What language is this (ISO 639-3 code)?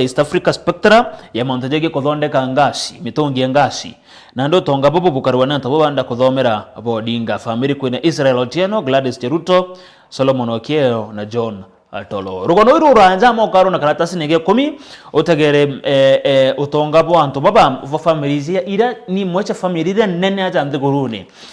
mer